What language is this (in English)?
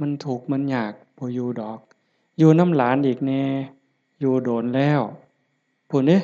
Lao